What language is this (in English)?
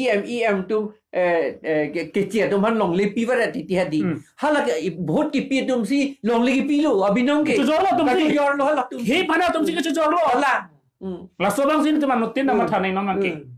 Karbi